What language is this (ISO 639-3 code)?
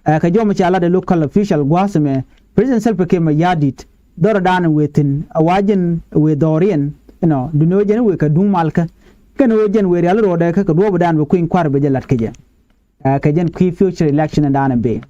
nus